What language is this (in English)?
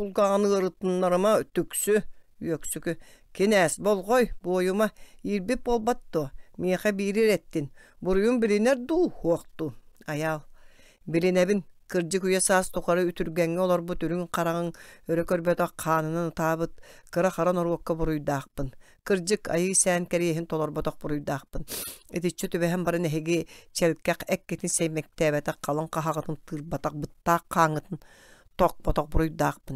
Yakut